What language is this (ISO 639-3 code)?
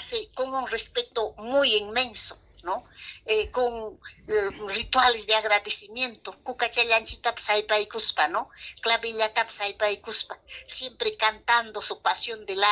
quy